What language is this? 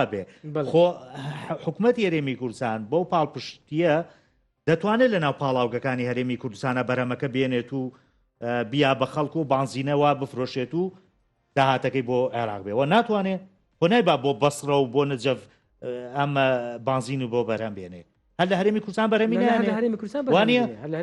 Central Kurdish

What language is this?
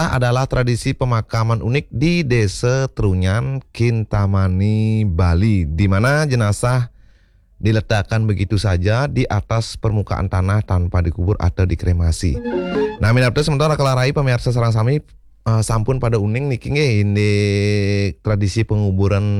Balinese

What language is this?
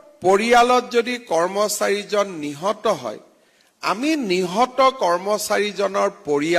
Assamese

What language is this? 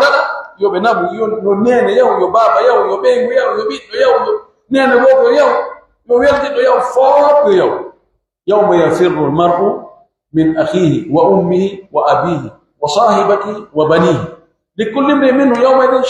Pular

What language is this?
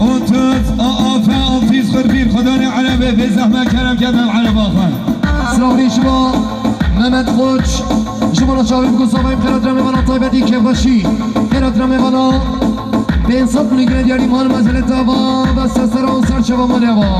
Kurdish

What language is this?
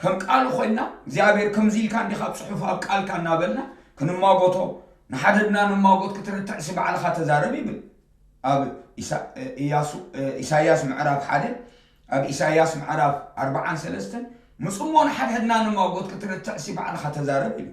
Tigrinya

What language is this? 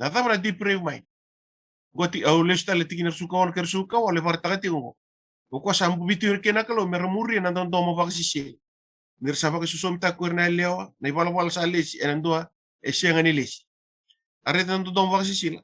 Fijian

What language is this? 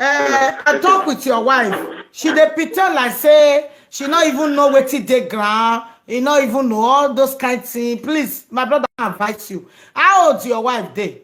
Nigerian Pidgin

